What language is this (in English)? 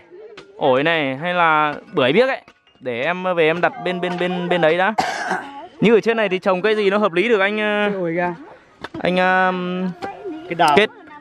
Vietnamese